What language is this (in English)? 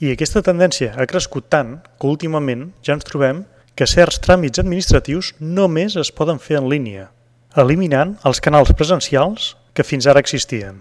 Catalan